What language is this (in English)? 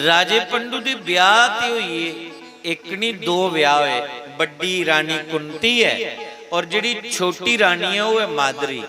Dogri